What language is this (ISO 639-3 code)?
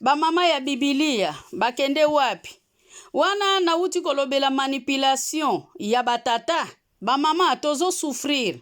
lin